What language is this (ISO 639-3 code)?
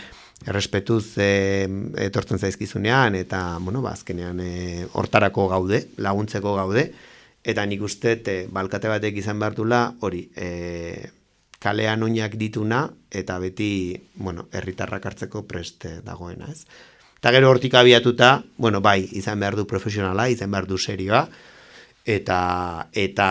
eus